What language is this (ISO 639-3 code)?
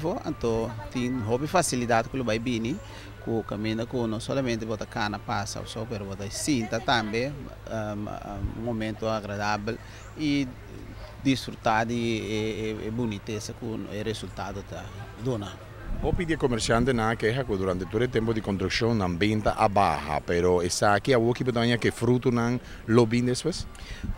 pap